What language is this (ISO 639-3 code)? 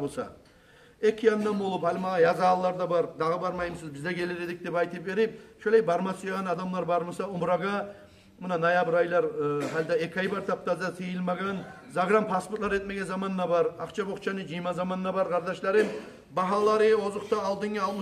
kum